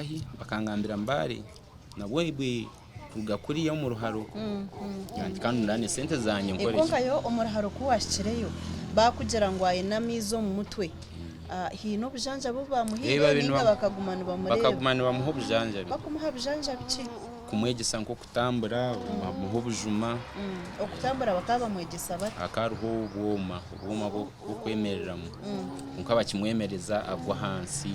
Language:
Nyankole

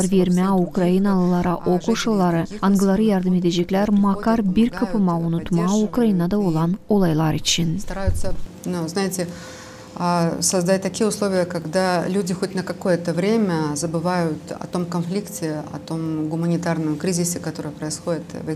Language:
Gagauz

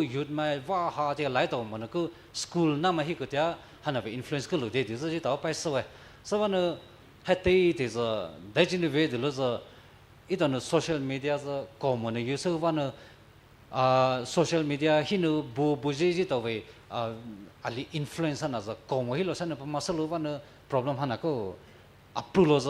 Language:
Poumei Naga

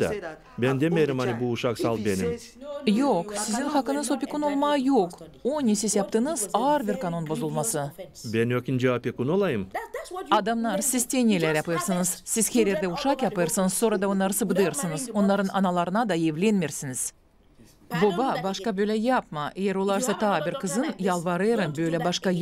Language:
Gagauz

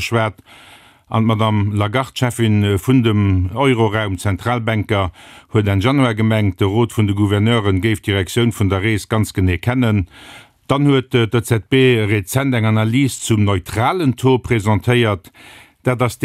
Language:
Luxembourgish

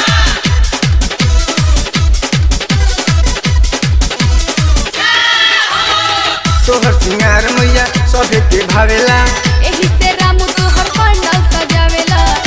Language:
Bhojpuri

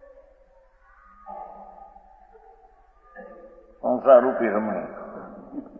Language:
Gujarati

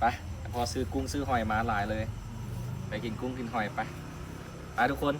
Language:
Lao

